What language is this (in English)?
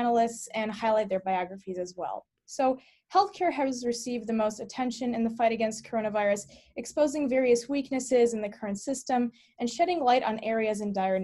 English